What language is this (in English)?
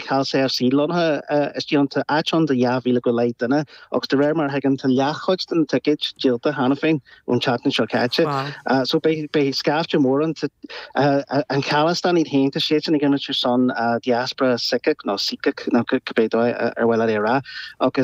Irish